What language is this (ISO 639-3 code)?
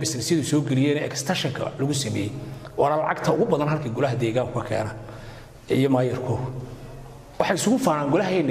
som